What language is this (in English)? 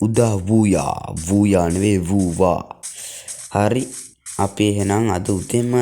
Sinhala